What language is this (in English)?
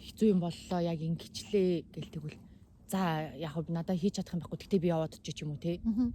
Mongolian